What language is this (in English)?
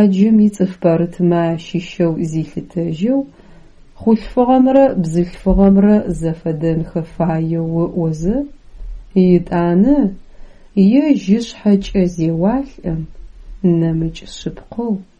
Adyghe